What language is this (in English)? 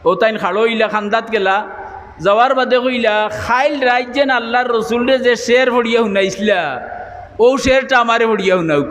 Sylheti